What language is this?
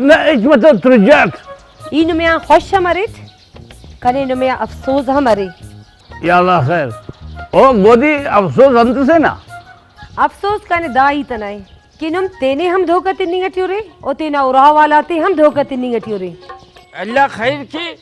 Brahui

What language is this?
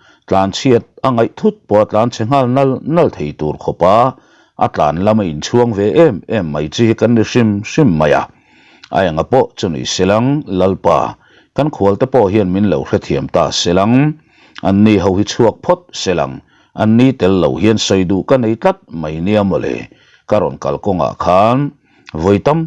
Mizo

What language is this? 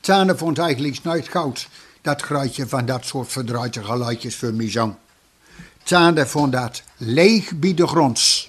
Gronings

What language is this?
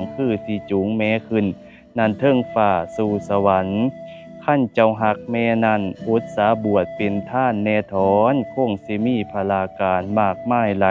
Lao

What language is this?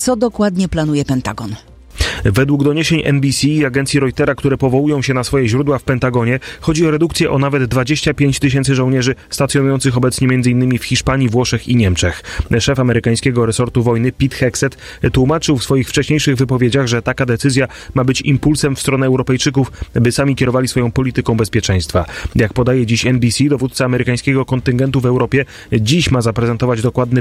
Polish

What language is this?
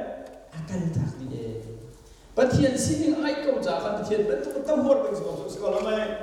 Hakha Chin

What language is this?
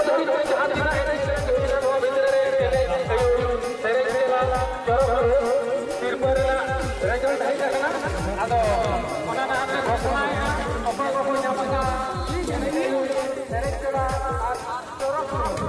Santali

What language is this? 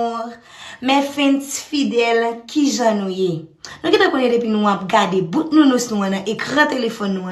Haitian Creole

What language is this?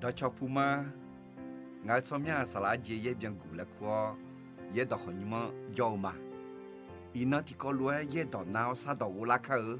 Akha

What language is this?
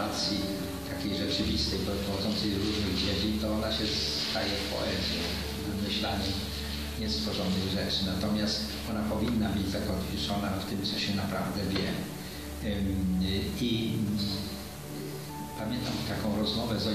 Polish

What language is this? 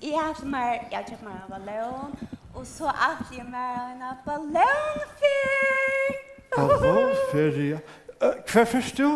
Faroese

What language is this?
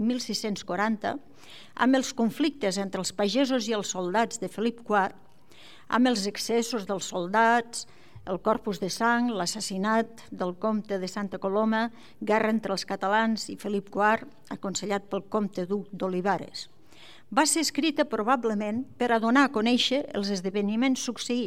Catalan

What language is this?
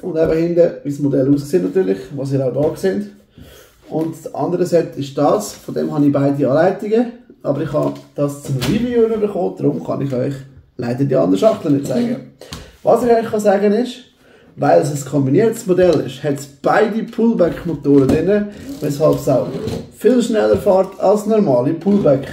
Swiss German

